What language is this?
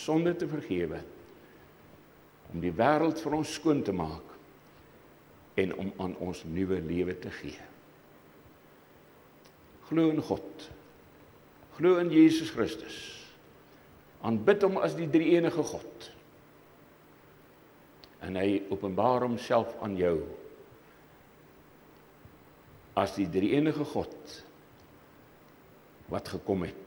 Afrikaans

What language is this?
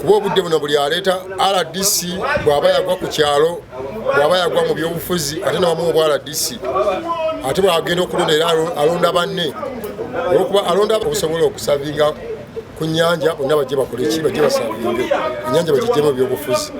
Ganda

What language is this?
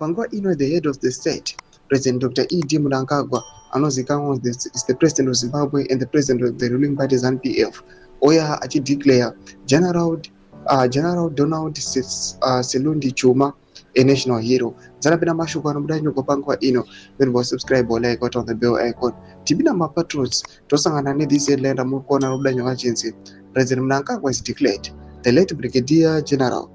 Shona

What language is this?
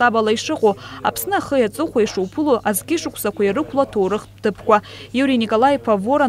Abkhazian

